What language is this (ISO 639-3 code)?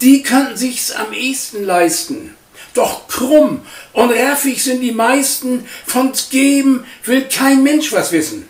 nds